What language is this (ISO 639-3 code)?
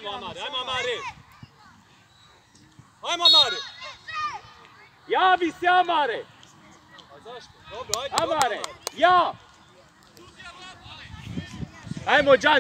hrv